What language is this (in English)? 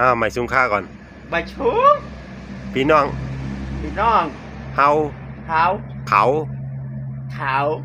Shan